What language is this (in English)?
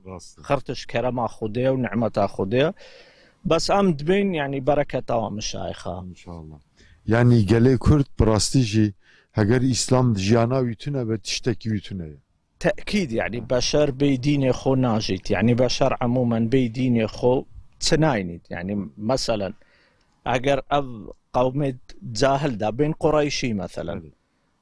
Kurdish